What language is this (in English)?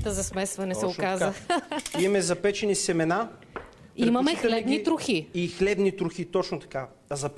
Bulgarian